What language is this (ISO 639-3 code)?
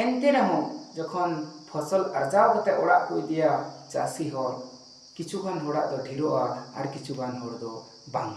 sat